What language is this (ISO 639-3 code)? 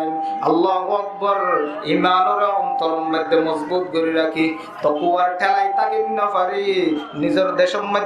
rhg